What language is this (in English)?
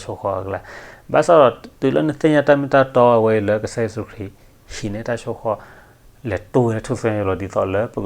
S'gaw Karen